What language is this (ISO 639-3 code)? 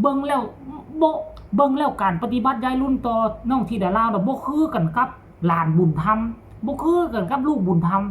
tts